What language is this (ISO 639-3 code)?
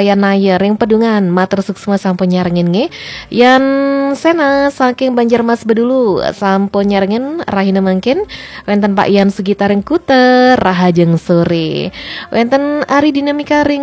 ban